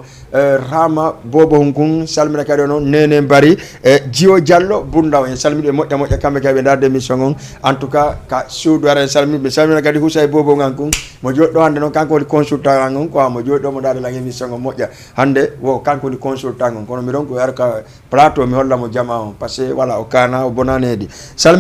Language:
Fula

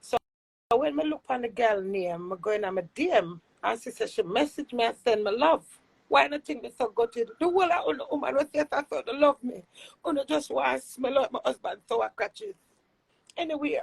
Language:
Jamaican Creole English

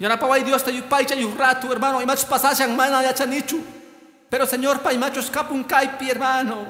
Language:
Quechua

